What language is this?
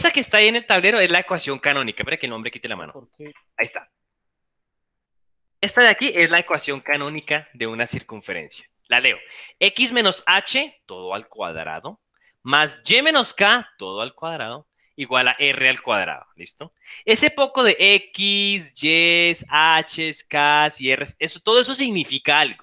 Spanish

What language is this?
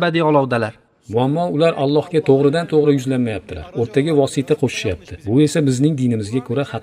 Uzbek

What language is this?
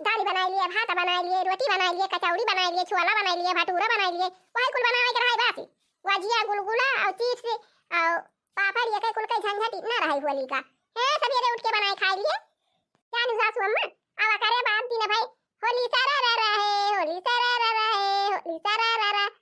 Awadhi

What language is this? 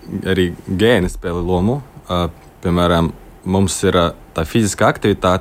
Latvian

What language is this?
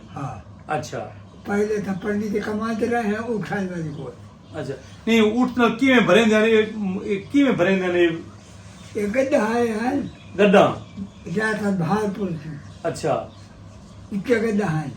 Saraiki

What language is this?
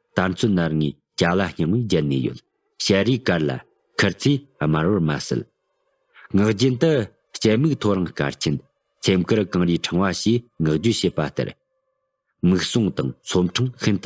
Tibetan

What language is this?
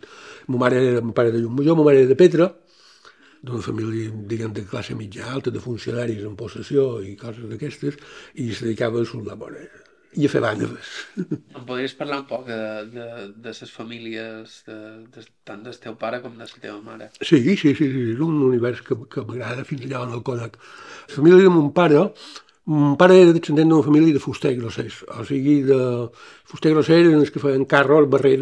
Catalan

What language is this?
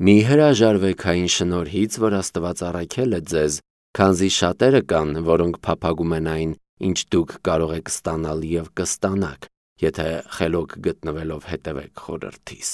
Armenian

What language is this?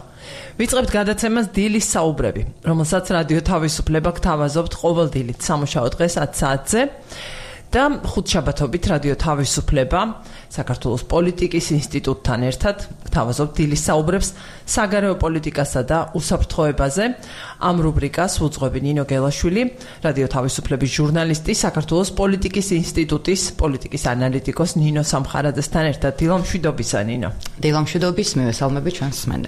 Georgian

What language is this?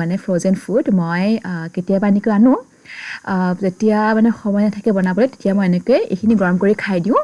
Assamese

